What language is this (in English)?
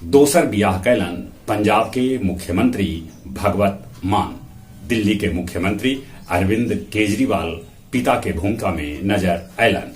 Magahi